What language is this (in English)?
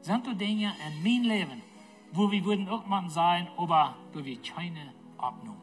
Plautdietsch